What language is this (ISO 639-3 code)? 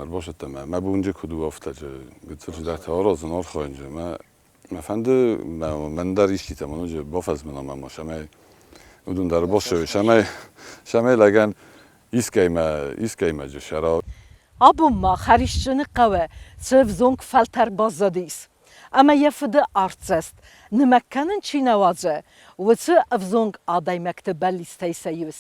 oss